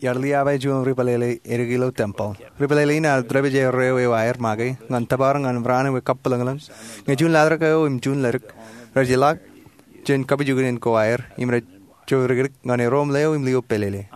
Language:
Marshallese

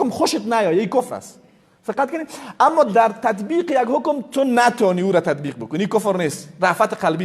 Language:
Persian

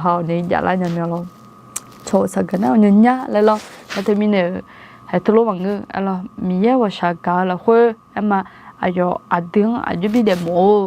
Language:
Akha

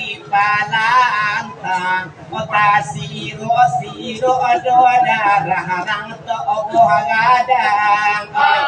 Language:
Minangkabau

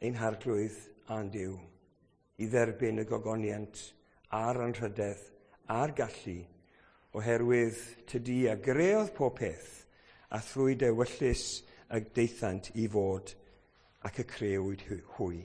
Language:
Welsh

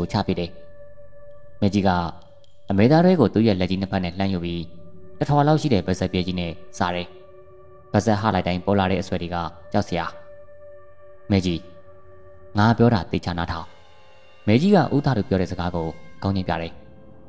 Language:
Burmese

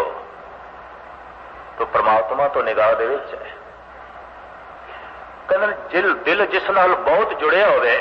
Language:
Punjabi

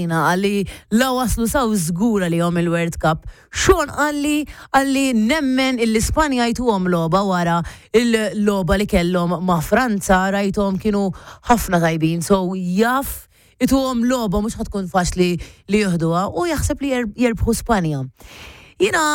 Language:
Maltese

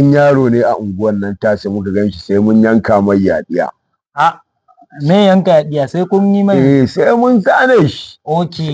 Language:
Hausa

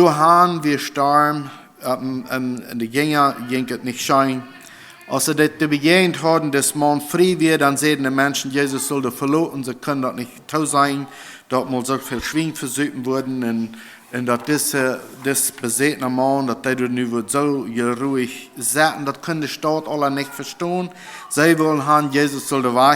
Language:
Plautdietsch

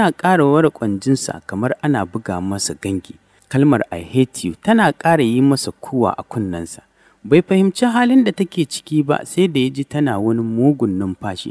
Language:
Hausa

